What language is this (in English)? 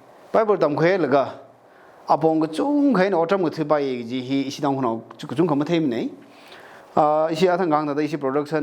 Tangkhul Naga (India)